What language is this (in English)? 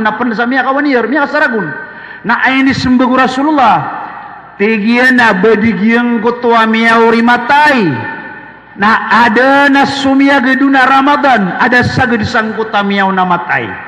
Maranao